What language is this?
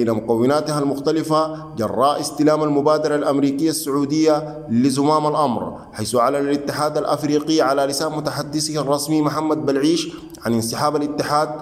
Arabic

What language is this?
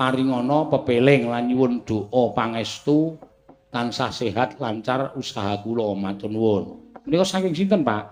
Javanese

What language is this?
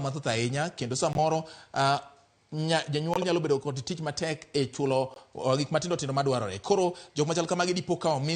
Luo (Kenya and Tanzania)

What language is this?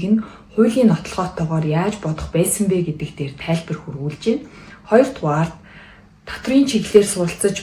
Mongolian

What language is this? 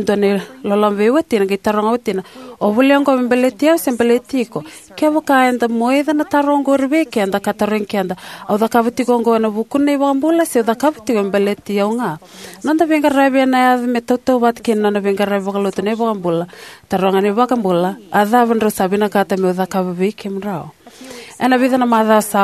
Fijian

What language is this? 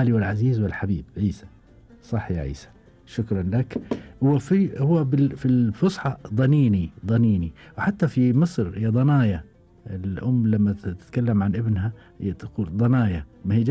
Gulf Arabic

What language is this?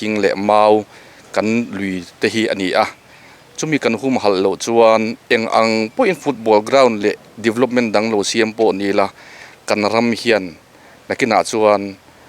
Mizo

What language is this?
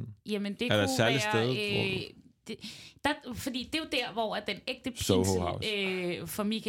Danish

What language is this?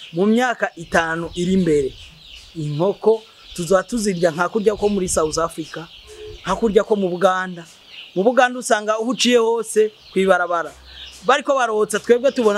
Rundi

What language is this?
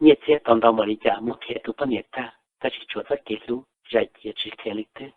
Hmong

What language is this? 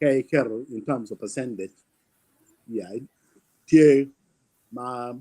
Acoli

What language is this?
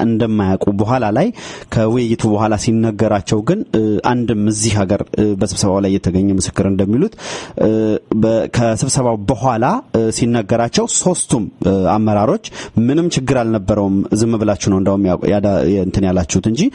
Amharic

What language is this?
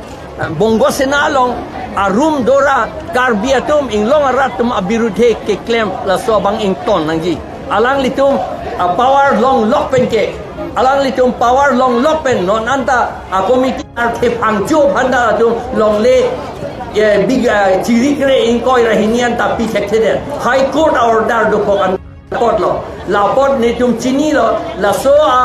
Karbi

